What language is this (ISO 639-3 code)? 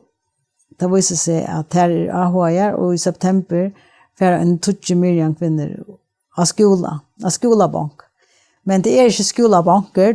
fao